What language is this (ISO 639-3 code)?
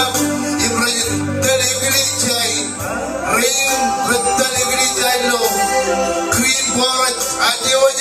mah